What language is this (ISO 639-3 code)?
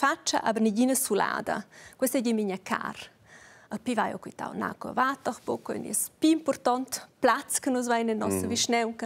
roh